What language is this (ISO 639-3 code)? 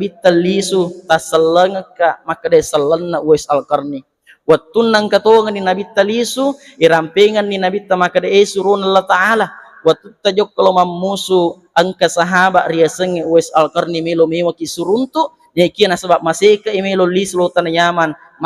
bug